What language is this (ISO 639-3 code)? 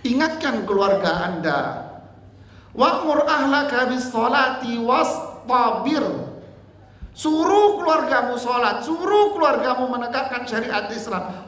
ind